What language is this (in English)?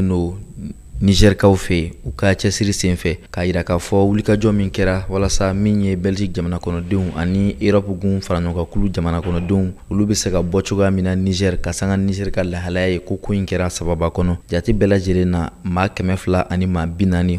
Bambara